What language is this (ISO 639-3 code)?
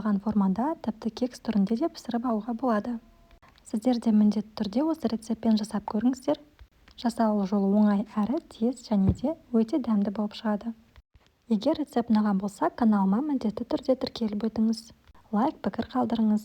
kaz